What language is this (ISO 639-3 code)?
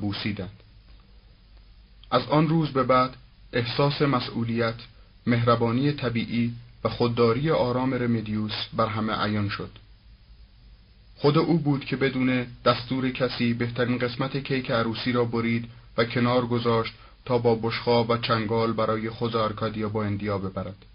fas